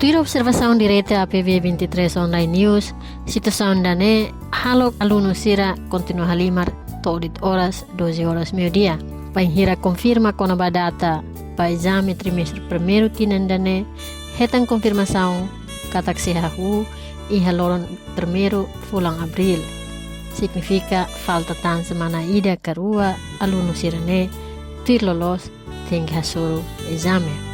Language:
Tetum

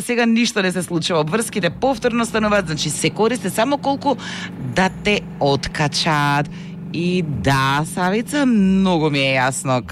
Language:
Macedonian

